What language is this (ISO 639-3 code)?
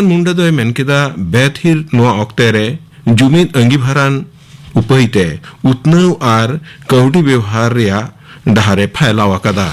sat